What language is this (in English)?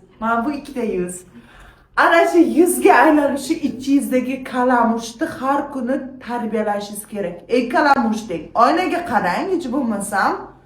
Uzbek